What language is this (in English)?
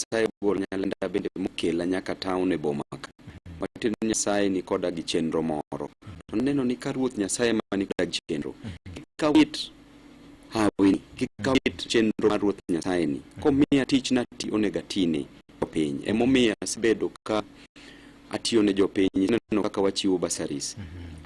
Luo (Kenya and Tanzania)